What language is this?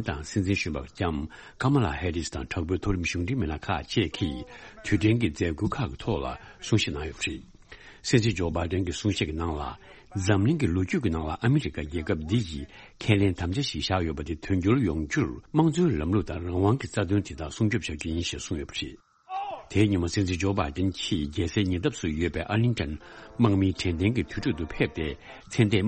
Tibetan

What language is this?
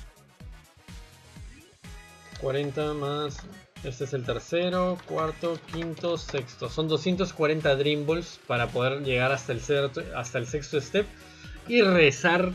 Spanish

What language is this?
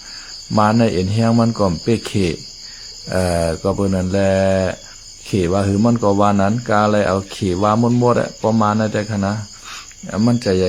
Shan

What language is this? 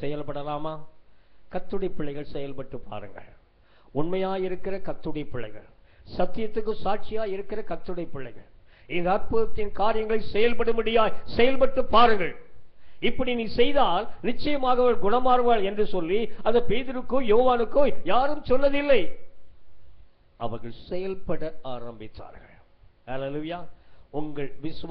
Tamil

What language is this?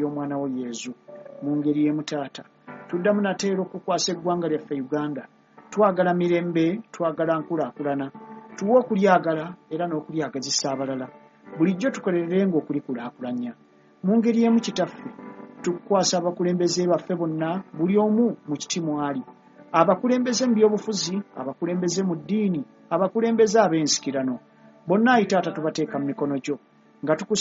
Ganda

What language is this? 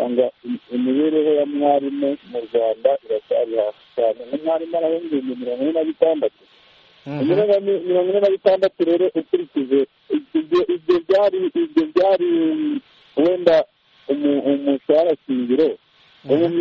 Kinyarwanda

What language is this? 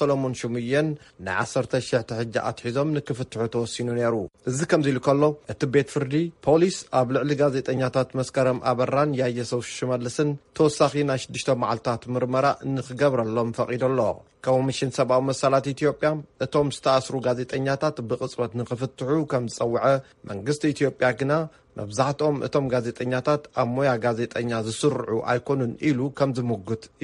Tigrinya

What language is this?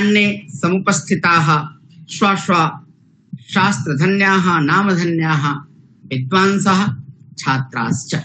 Sanskrit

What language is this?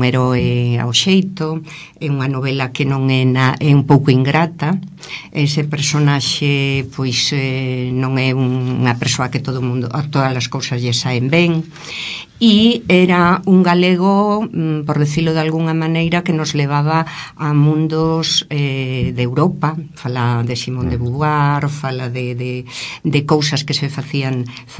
Galician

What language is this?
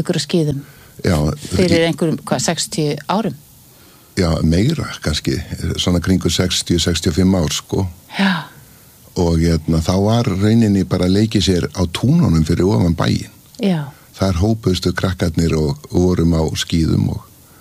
Icelandic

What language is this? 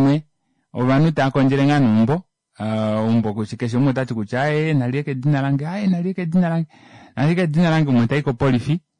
Kuanyama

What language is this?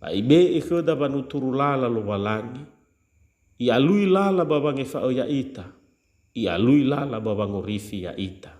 Nias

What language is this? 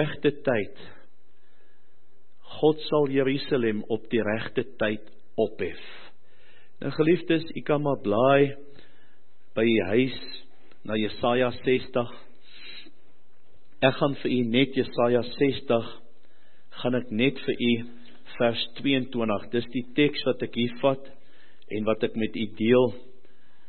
Afrikaans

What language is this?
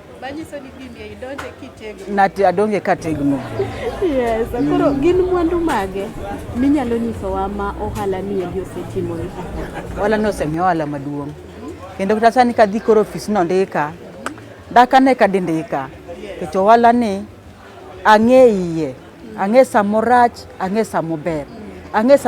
Luo (Kenya and Tanzania)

